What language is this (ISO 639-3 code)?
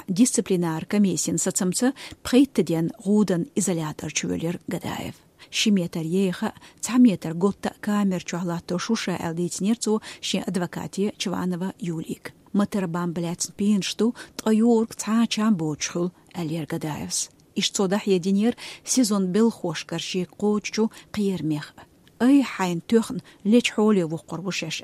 che